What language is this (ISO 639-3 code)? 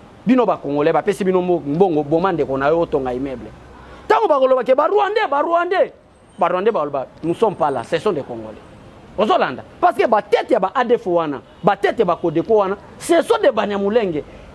lin